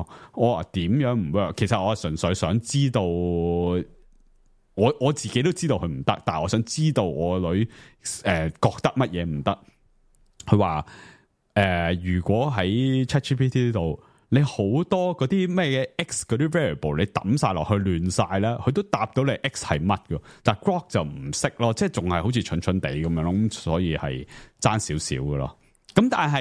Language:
Cantonese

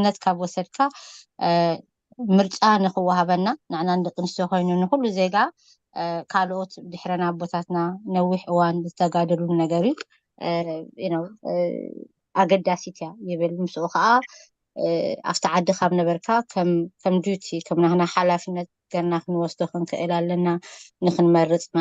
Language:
Tigrinya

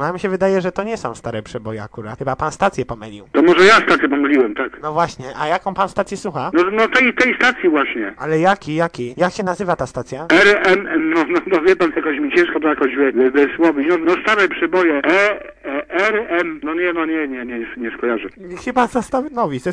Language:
Polish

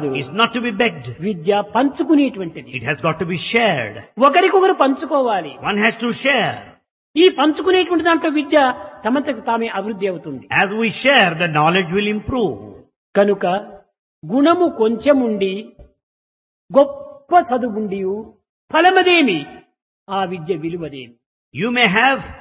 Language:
Telugu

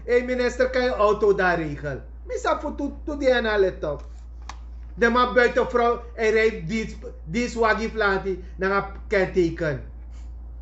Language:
Sranan Tongo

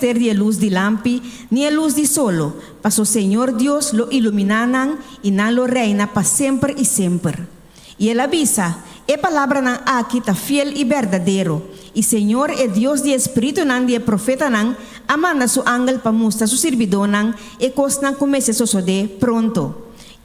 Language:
Papiamento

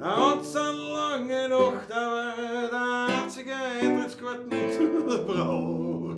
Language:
Bavarian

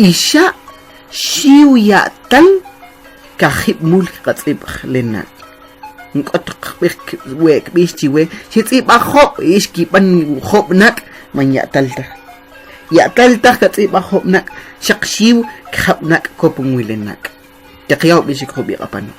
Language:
Kʼicheʼ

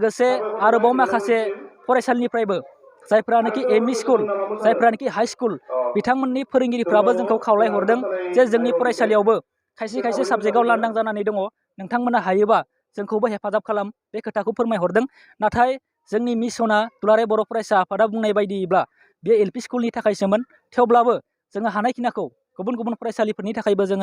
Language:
Bodo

